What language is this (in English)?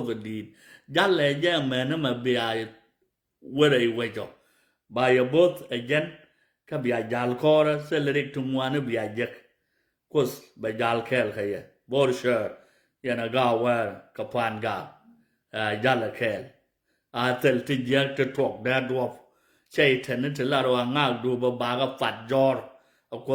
Nuer